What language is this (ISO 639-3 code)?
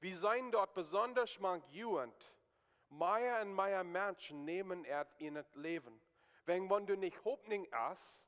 pdt